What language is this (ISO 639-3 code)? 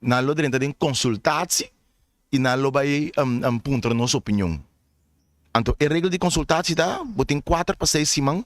pap